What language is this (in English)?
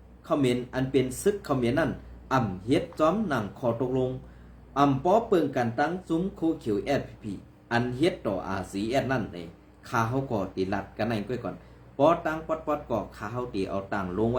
Shan